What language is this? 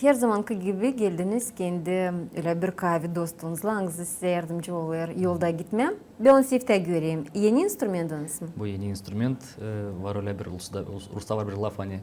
Gagauz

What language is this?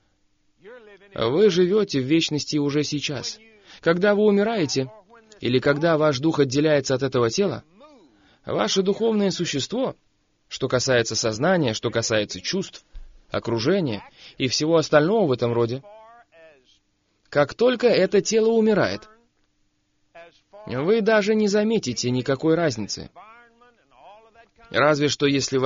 Russian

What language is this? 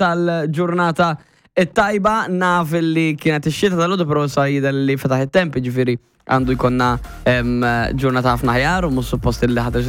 Maltese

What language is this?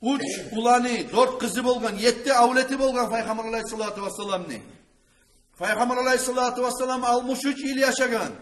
Kumyk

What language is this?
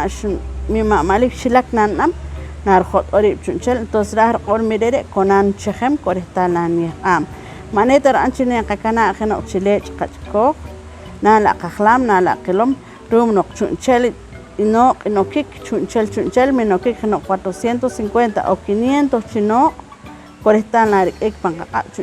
Poqomchi'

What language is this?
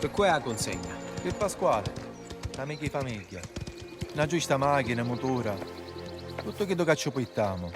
Sicilian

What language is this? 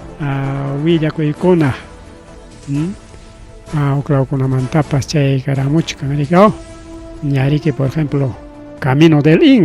Ayacucho Quechua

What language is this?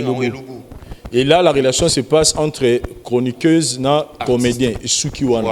Lingala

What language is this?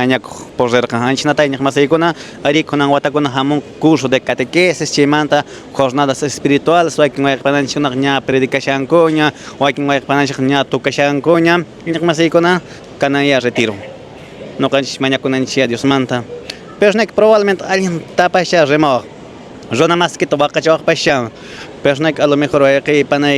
Quechua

